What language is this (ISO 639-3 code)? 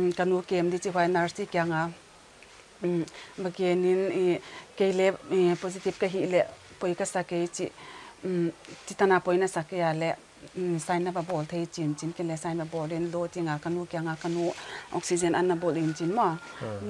pck